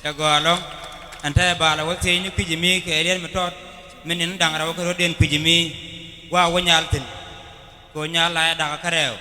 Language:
Nuer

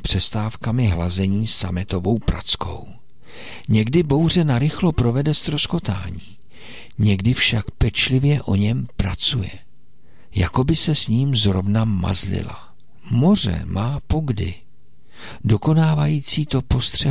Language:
Czech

